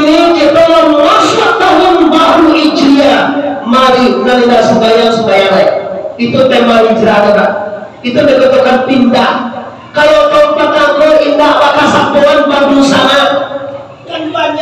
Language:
Minangkabau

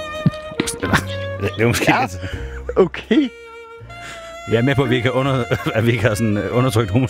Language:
Danish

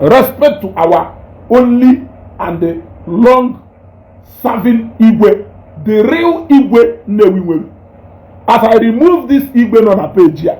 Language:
Igbo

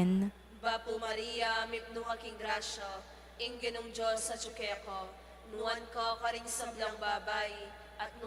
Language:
Pampanga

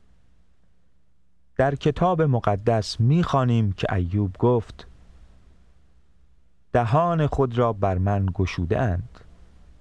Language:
Persian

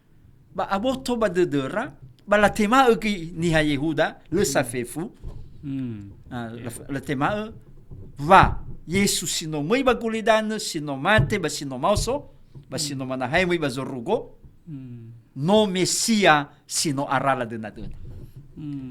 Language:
Nias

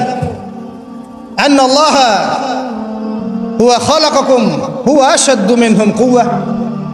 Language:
Bangla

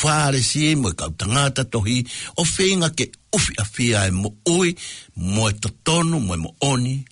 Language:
Tongan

